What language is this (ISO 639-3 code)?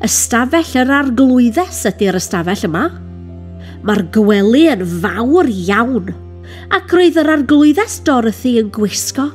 cym